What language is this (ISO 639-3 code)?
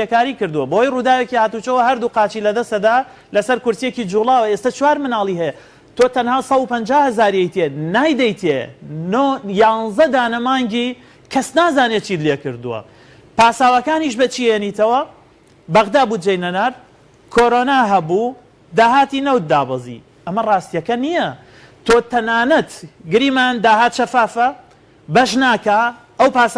ckb